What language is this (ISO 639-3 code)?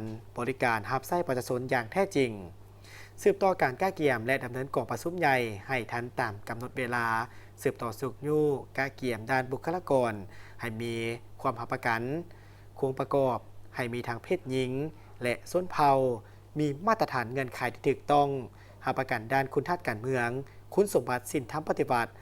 lao